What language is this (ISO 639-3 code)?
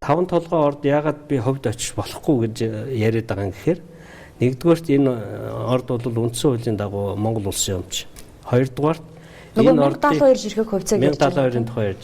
mon